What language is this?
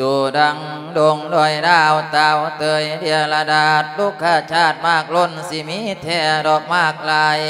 Lao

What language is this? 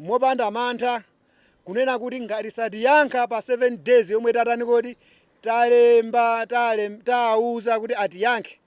Nyanja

